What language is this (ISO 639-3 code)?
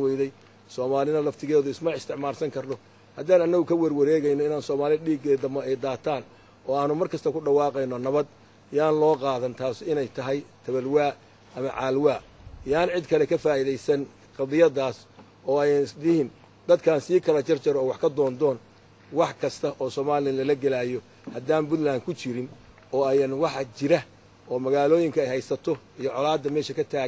som